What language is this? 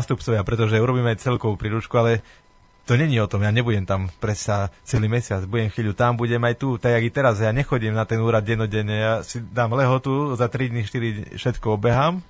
Slovak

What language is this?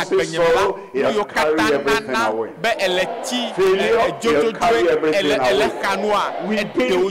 Ewe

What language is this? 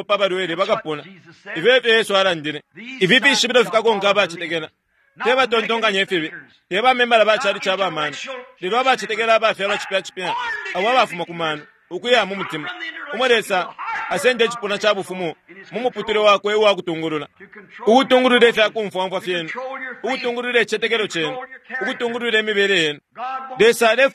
Bemba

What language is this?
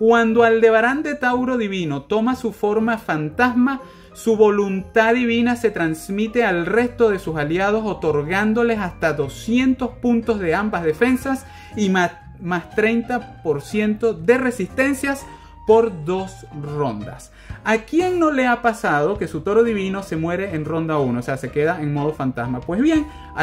Spanish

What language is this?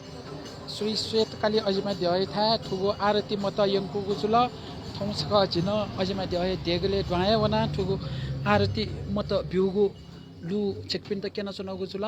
Newari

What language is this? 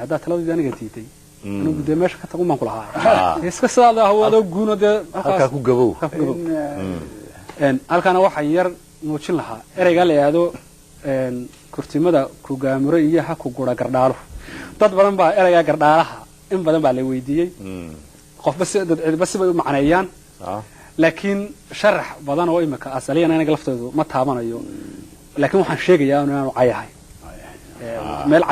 Somali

